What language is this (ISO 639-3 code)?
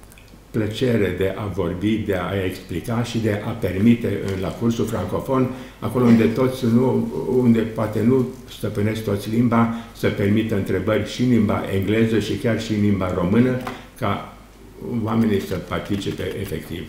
ron